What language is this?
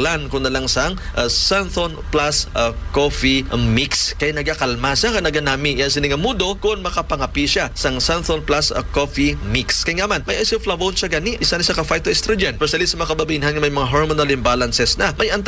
Hiligaynon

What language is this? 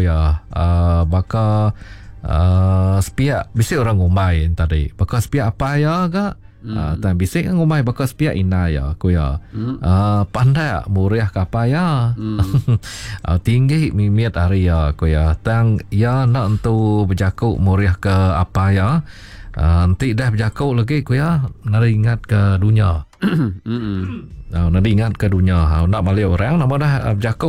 Iban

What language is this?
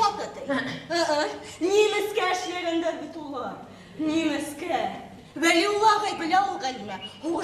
Bashkir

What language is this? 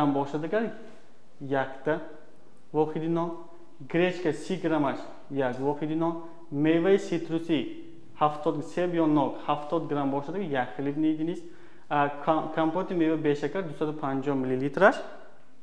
Tajik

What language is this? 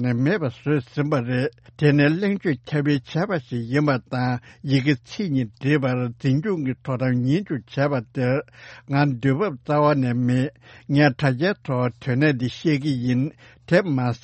Tibetan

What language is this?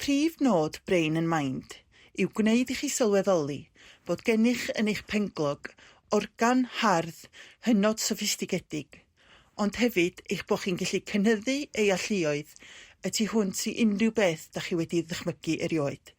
Welsh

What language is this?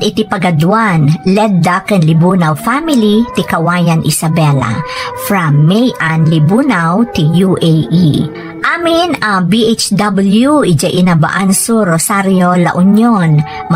Iloko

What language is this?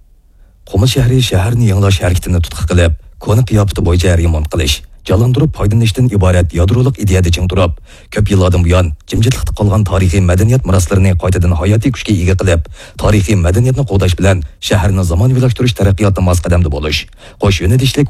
Uyghur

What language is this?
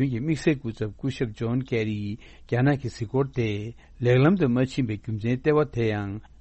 Tibetan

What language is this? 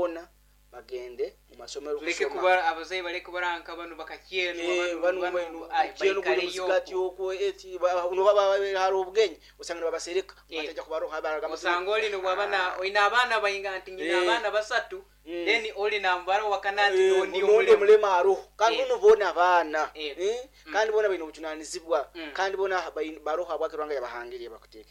Nyoro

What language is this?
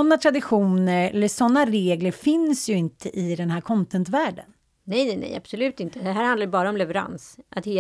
Swedish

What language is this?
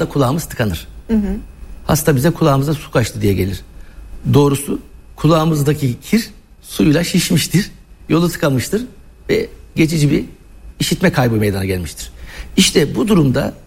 Turkish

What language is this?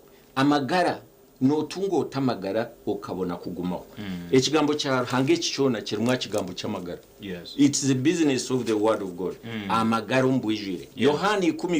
Nyankole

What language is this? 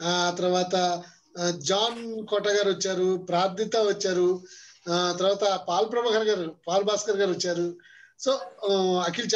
Telugu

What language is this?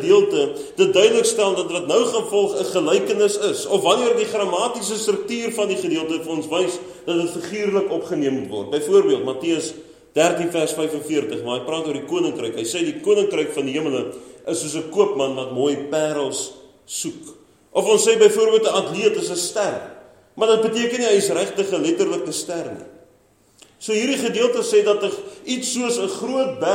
Afrikaans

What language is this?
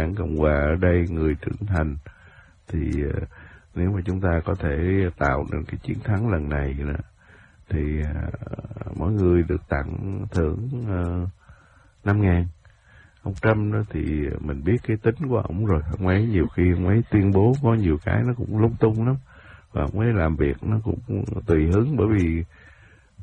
Vietnamese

